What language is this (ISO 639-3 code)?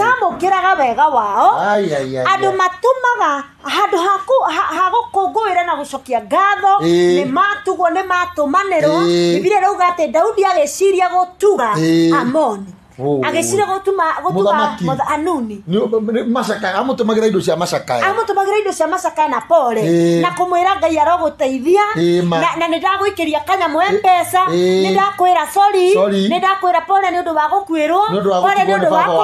kik